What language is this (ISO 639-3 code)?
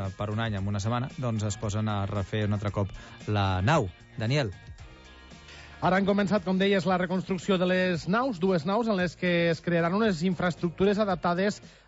cat